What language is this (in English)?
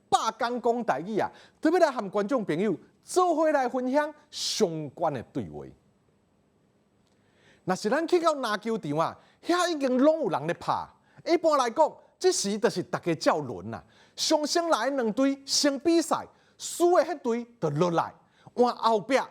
Min Nan Chinese